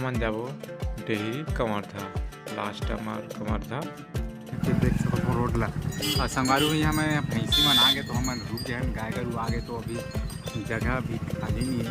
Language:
Chhattisgarhi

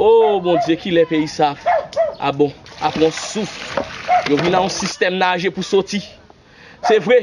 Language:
Haitian Creole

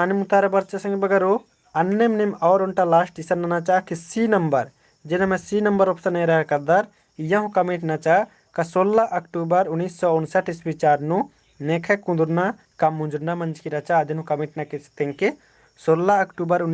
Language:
Kurukh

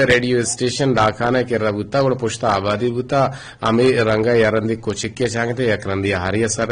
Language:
Eastern Balochi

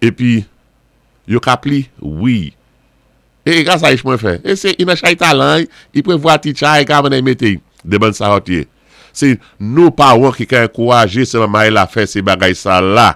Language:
Saint Lucian Creole French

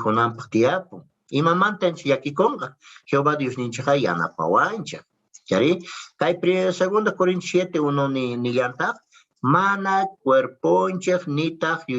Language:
South Bolivian Quechua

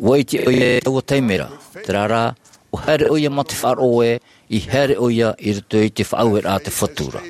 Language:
Tahitian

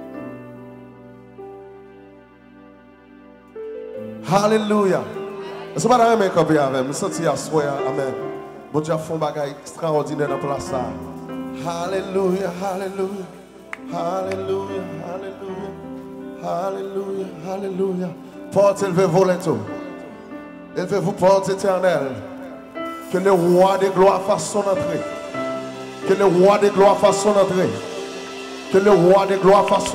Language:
French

